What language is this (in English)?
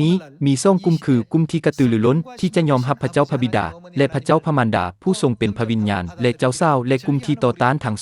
Lao